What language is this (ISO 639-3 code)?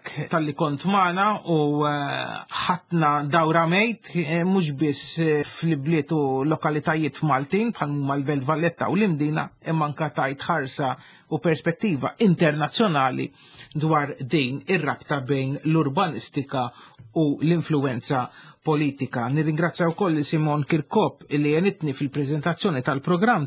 mlt